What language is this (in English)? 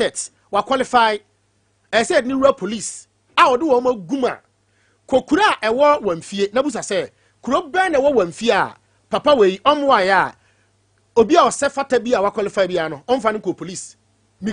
Akan